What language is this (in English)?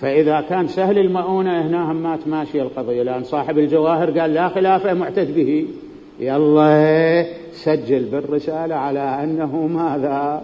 Mesopotamian Arabic